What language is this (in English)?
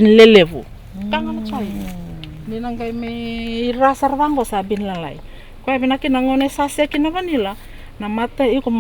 Fijian